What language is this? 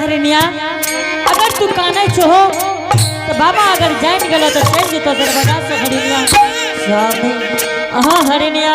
Angika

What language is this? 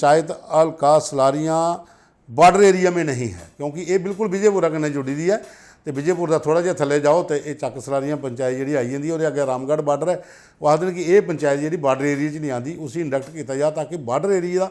Dogri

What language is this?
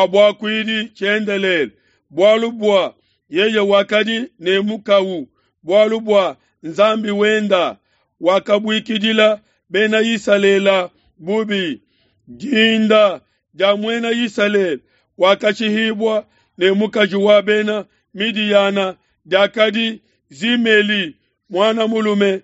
Luba-Lulua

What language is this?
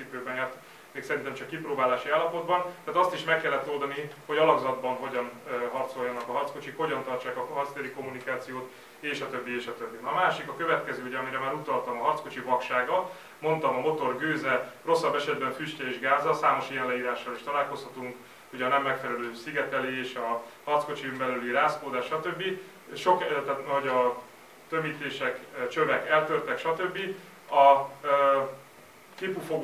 Hungarian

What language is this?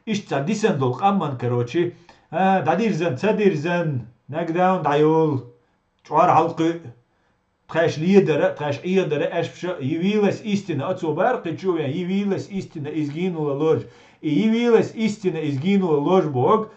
Chechen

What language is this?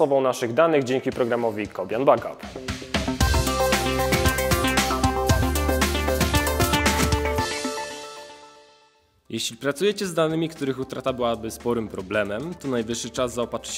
Polish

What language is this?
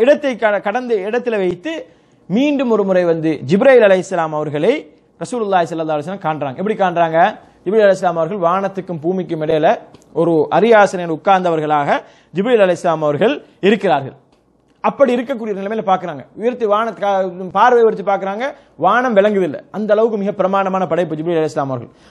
Tamil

